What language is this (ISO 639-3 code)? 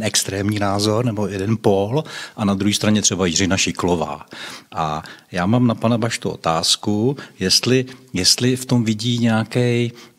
ces